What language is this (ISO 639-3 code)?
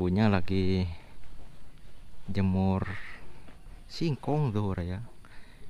ind